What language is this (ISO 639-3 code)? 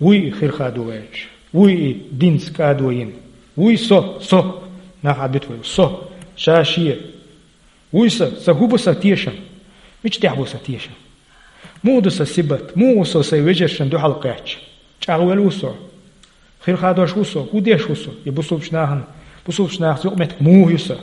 che